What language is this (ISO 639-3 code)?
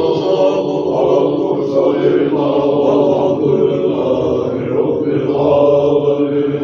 che